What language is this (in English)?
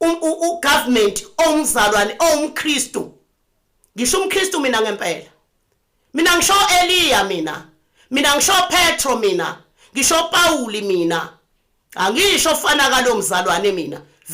Zulu